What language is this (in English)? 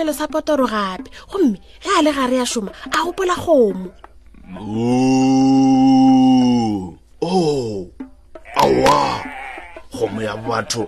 Northern Sotho